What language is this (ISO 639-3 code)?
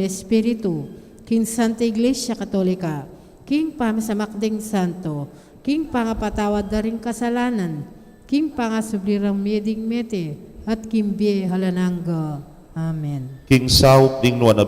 pam